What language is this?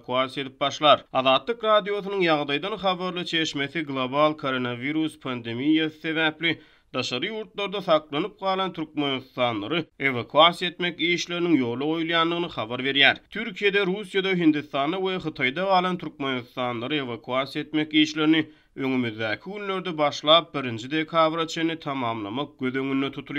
Turkmen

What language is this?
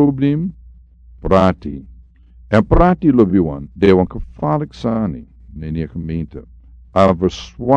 Sranan Tongo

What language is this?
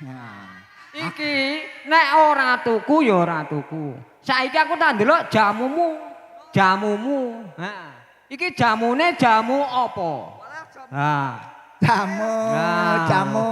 Javanese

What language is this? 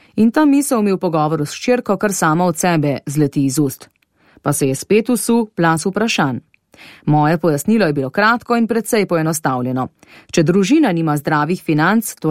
Slovenian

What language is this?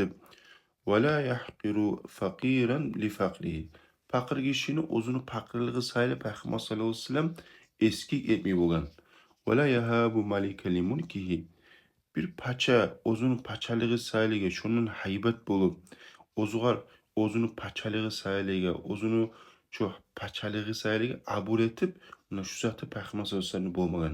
Kumyk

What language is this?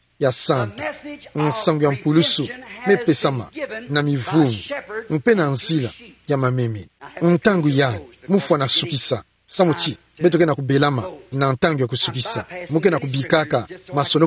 Kituba (Democratic Republic of Congo)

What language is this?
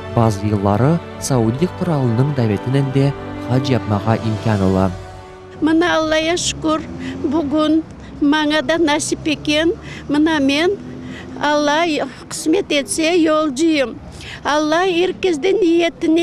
Crimean Tatar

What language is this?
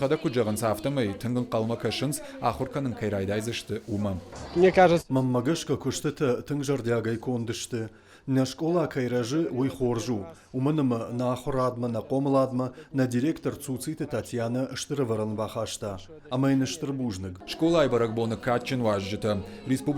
Ossetic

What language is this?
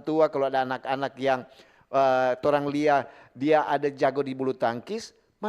Manado Malay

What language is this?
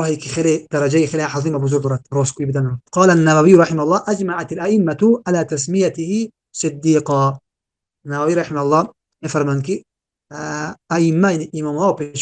Tajik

